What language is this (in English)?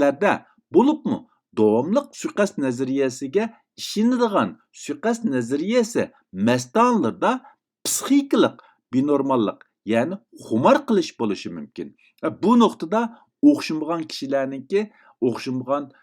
Uyghur